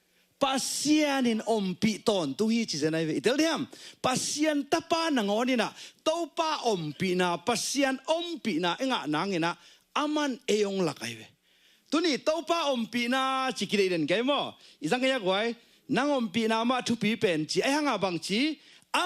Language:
Tedim Chin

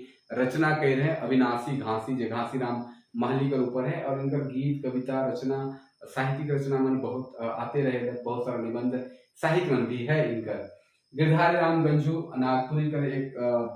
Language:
Sadri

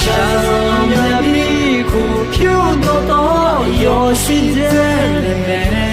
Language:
Akha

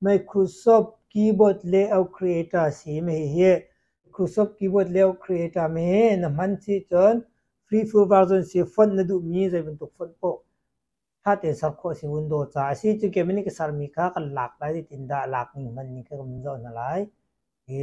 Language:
Hakha Chin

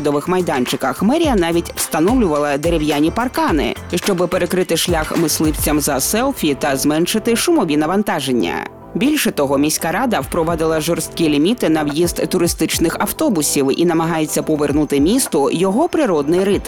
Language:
Ukrainian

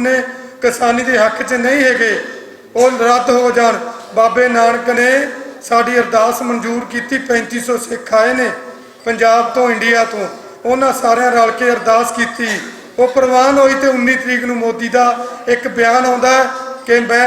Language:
Western Panjabi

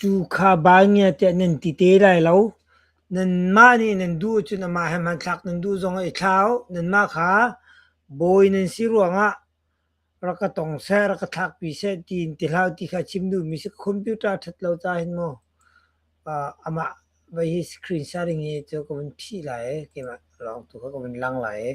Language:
Hakha Chin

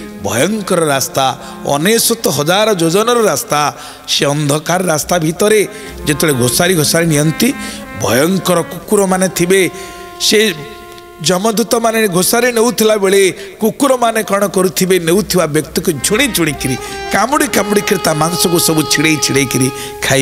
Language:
Odia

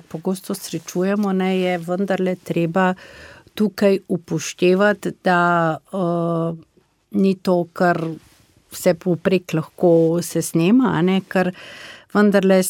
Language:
Slovenian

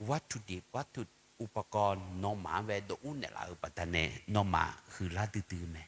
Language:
Akha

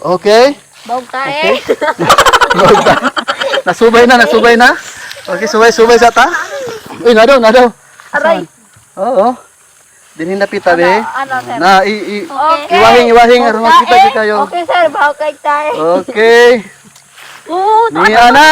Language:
Cebuano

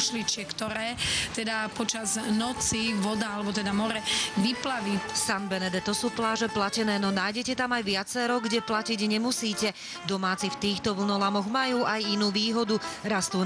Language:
Slovak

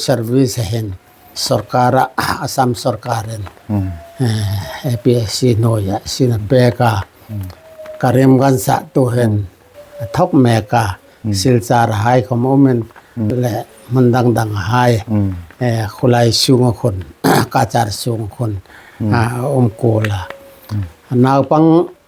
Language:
Hmar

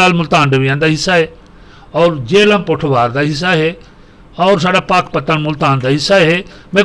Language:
Western Panjabi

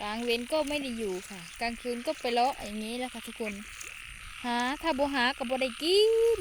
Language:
Northeastern Thai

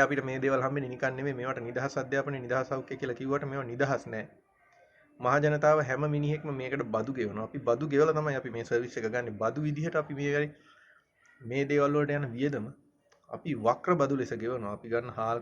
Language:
Sinhala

